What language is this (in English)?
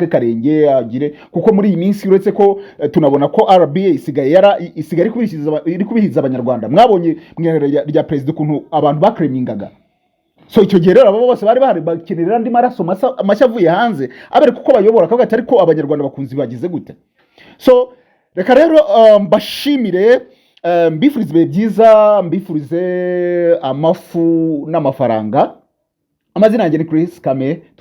Kinyarwanda